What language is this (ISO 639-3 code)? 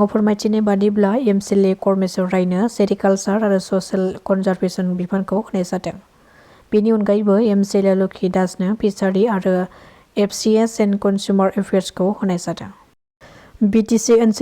brx